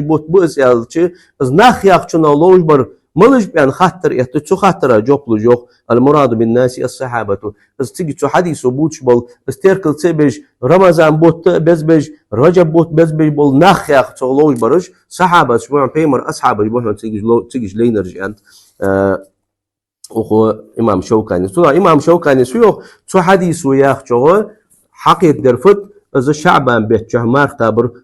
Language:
Ingush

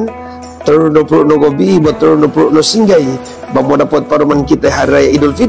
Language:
Mongondow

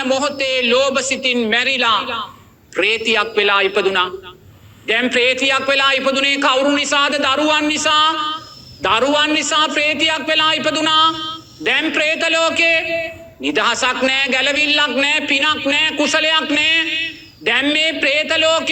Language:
Sinhala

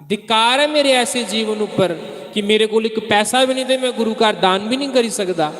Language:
Dogri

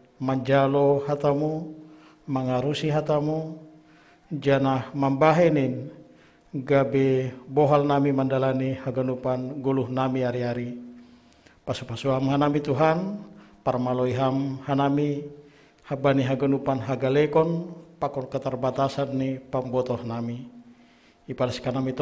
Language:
Batak Simalungun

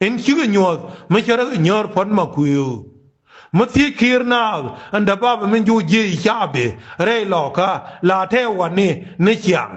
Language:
Nuer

